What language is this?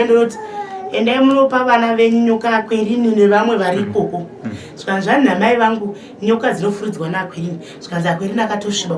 Shona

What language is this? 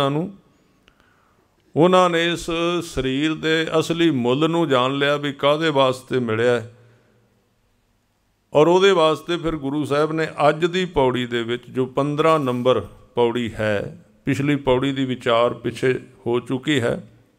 Punjabi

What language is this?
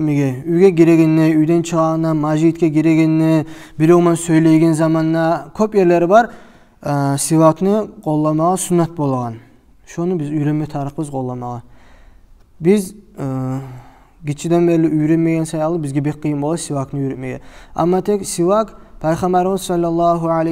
Kumyk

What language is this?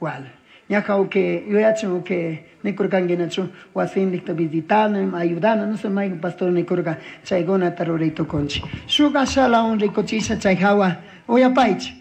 Chimborazo Highland Quichua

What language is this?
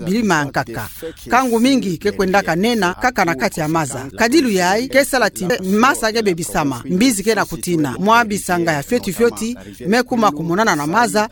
Kituba (Democratic Republic of Congo)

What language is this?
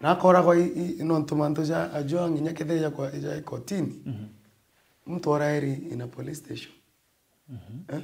Meru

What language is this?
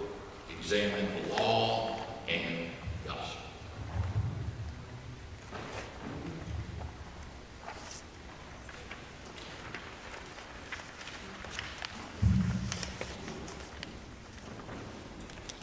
English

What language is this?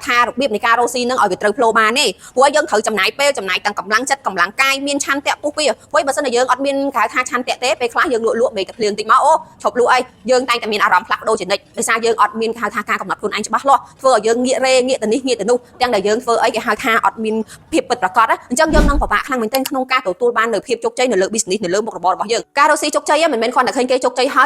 Khmer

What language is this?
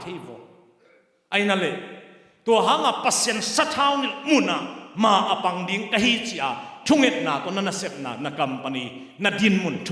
Tedim Chin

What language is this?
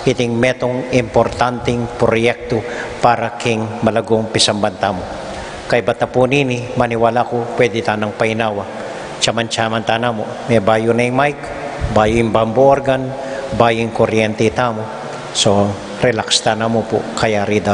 Pampanga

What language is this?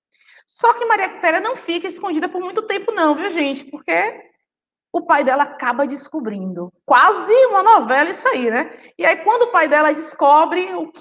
Portuguese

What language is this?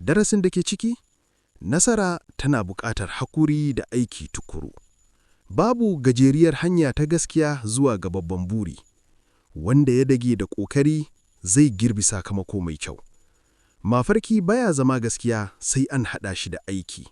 Hausa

